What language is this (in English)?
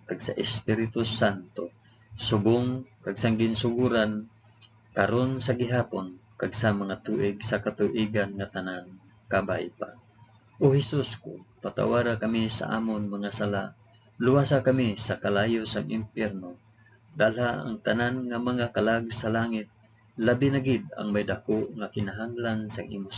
Hiligaynon